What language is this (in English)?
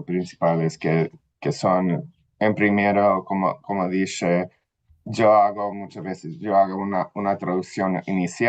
Ladino